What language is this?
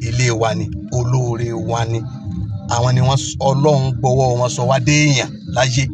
Yoruba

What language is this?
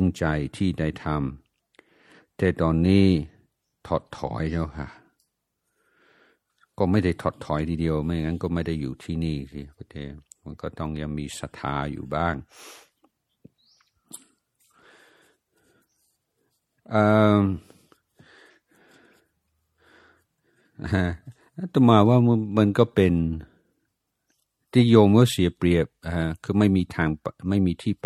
Thai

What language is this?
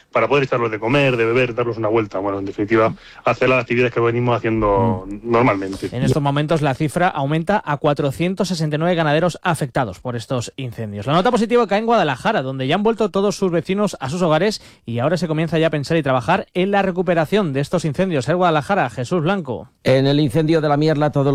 Spanish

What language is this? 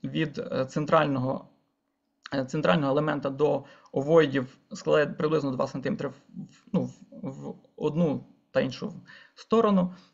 Ukrainian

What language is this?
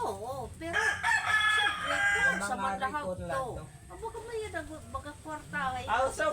Waray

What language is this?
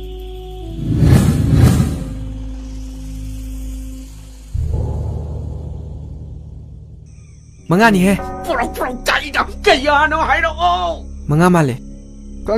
Manipuri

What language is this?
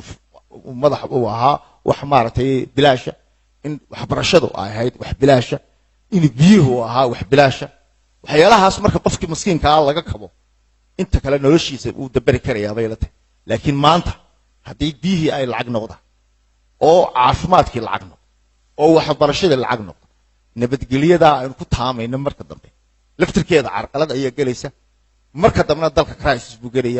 Somali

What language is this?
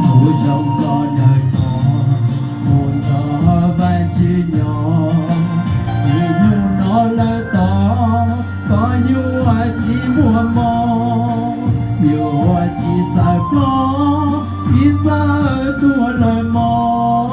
Hmong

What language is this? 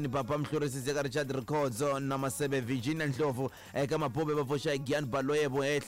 Tsonga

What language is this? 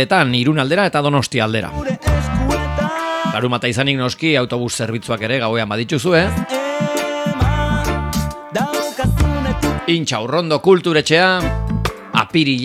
Basque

